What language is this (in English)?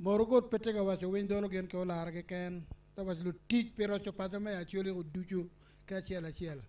Acoli